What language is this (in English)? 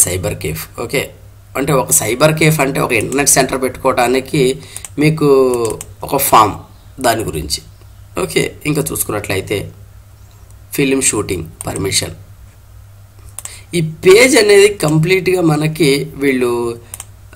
Telugu